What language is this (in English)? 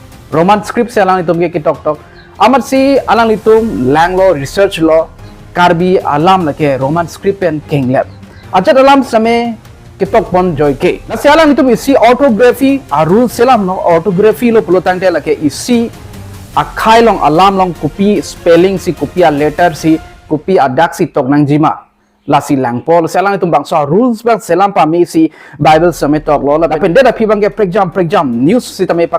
Karbi